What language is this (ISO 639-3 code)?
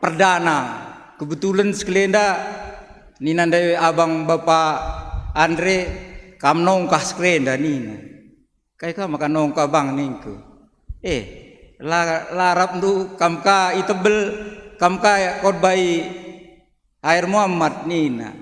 btx